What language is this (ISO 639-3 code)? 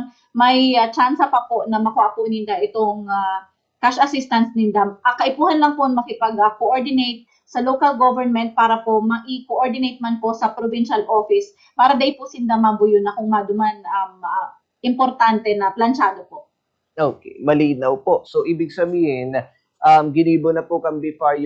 bik